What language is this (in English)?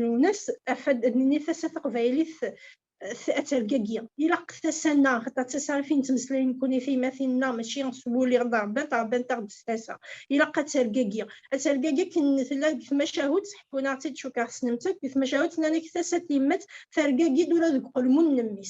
Kabyle